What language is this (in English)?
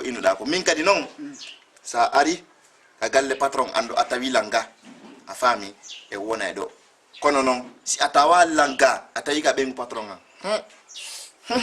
Fula